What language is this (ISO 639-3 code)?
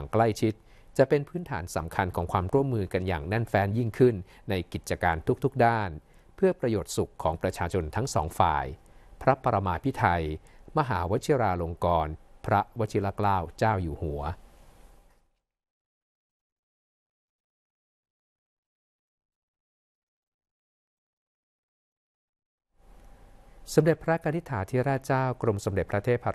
tha